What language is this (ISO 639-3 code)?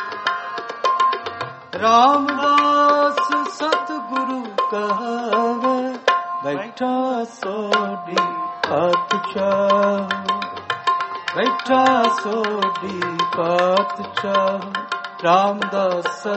pan